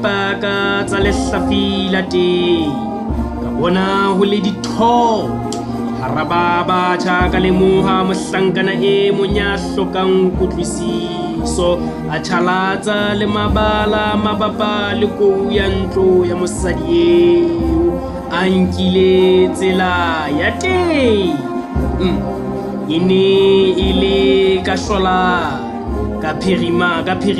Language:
Southern Sotho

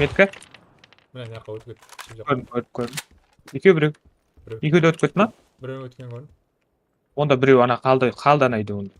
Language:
Kara-Kalpak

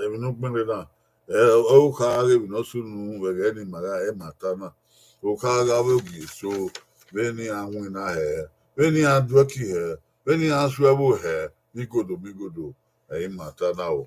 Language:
Bini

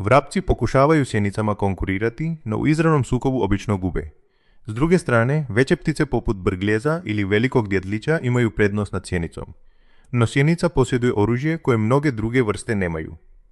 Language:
Croatian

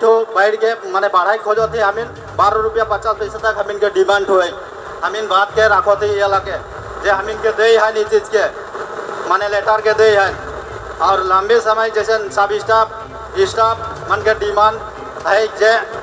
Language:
Sadri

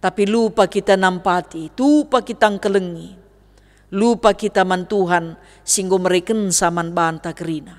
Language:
Batak Karo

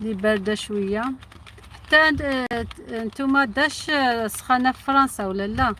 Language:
Algerian Arabic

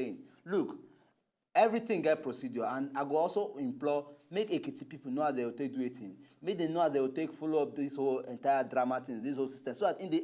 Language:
Nigerian Pidgin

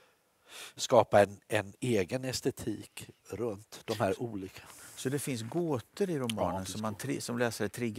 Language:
Swedish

